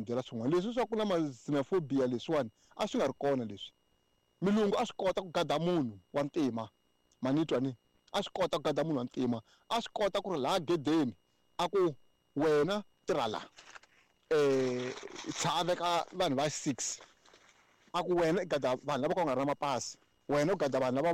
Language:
Tsonga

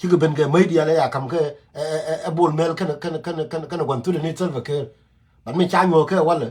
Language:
Nuer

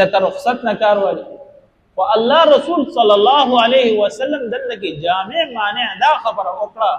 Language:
Pashto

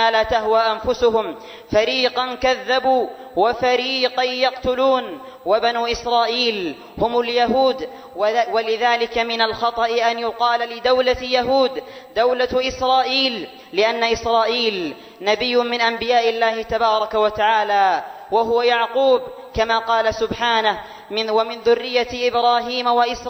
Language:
Arabic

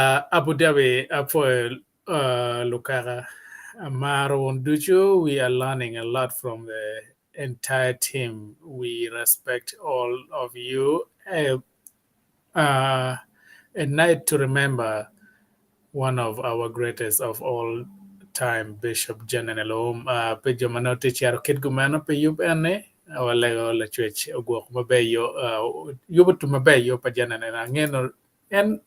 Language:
Acoli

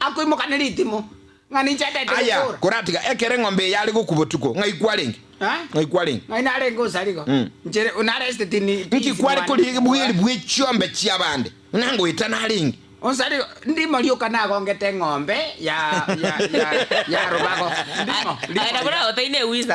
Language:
Gusii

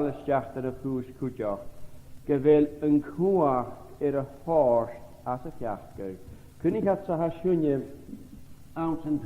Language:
Scottish Gaelic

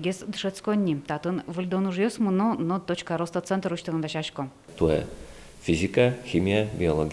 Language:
Udmurt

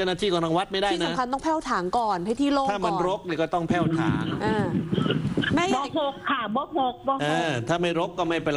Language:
Thai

